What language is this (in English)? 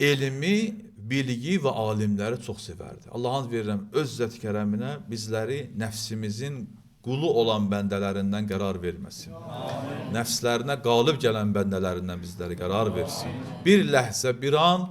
Azerbaijani